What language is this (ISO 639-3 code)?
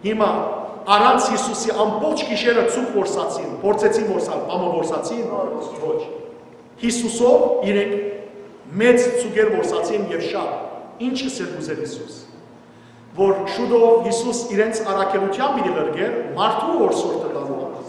hyw